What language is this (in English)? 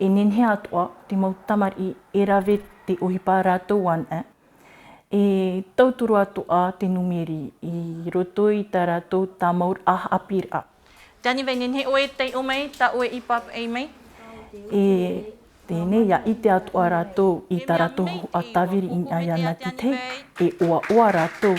Tahitian